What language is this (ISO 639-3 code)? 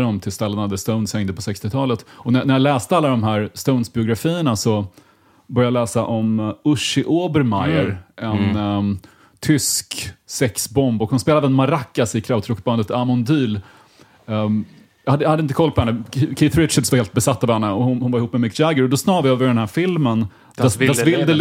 swe